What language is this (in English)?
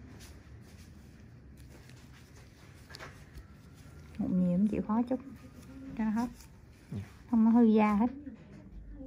Vietnamese